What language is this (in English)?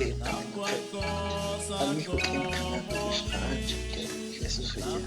Kekchí